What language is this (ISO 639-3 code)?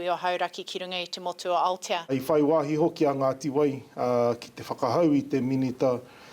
mri